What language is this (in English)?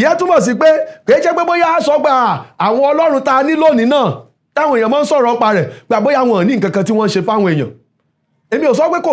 Yoruba